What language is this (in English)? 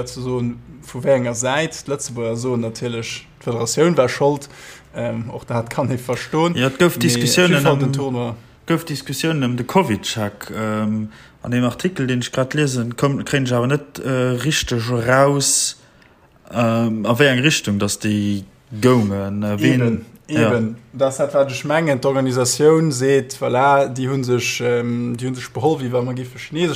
Luxembourgish